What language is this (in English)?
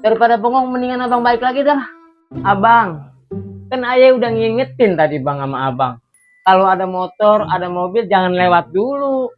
Betawi